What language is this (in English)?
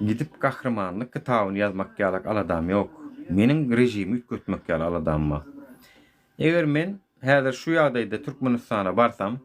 Turkmen